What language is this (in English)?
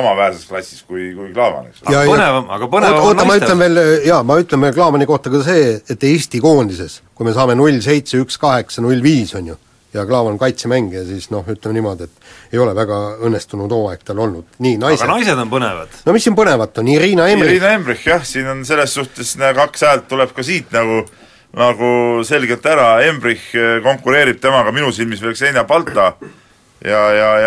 Estonian